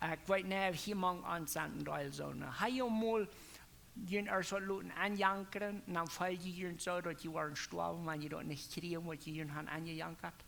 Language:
Plautdietsch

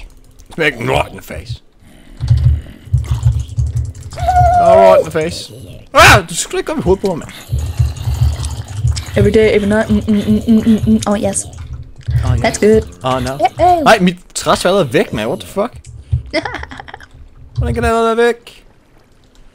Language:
Danish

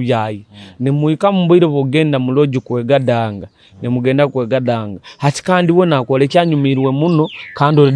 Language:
Nyoro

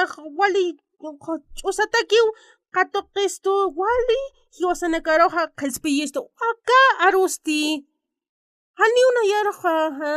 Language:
Aymara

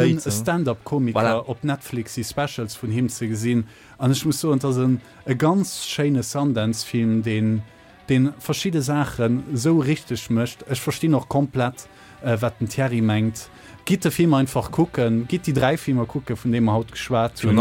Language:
Luxembourgish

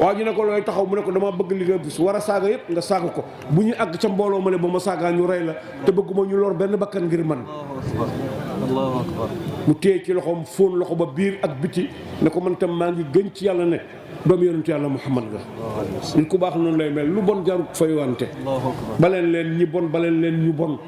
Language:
Wolof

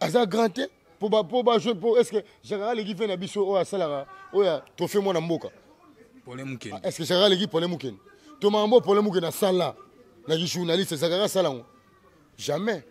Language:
Lingala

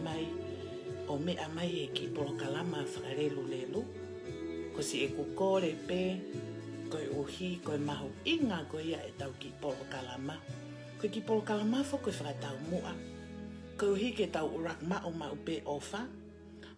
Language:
Tongan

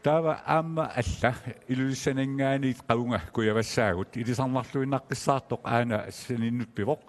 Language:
Kalaallisut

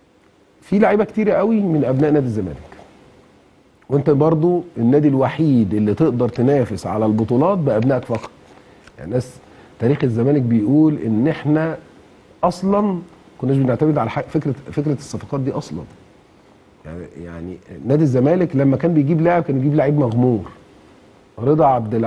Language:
Egyptian Arabic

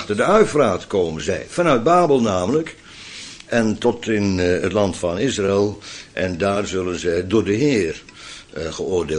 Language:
Dutch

